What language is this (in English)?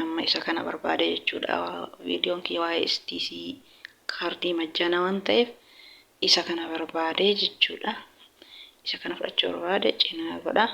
Oromo